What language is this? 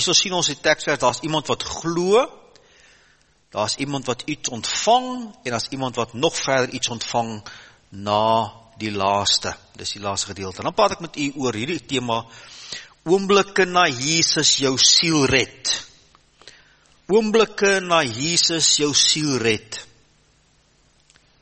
Afrikaans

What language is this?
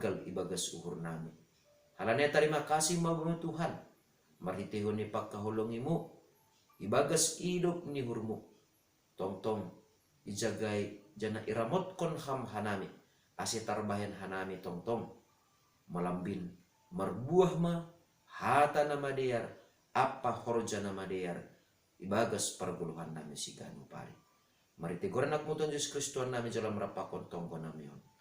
Batak Simalungun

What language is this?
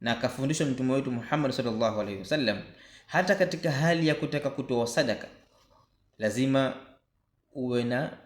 Swahili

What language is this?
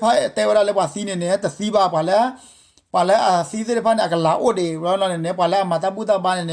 S'gaw Karen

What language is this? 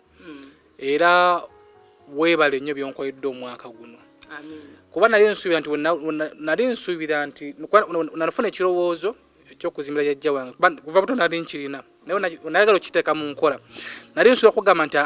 Ganda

